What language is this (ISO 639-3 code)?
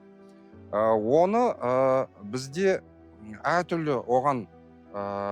kaz